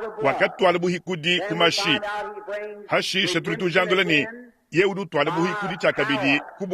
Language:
Luba-Lulua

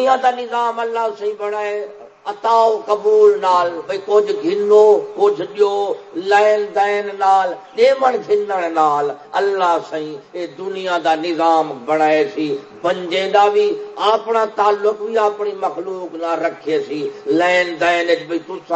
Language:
Saraiki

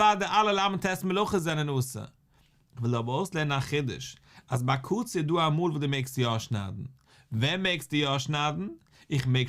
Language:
Yiddish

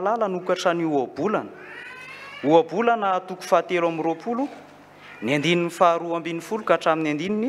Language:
Malagasy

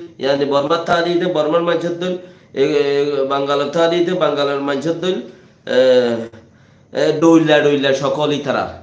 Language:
Rohingya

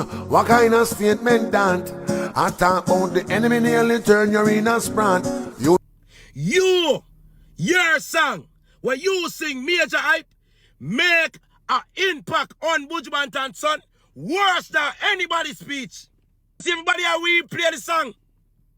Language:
Jamaican Creole English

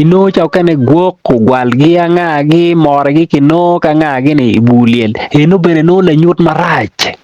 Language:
Acoli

